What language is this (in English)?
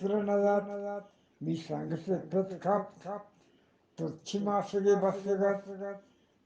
Eastern Balochi